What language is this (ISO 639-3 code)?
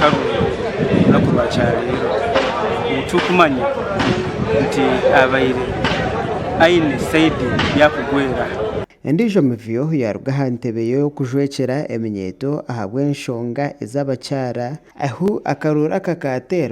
nyn